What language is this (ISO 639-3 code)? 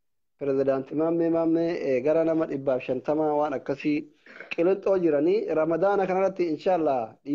orm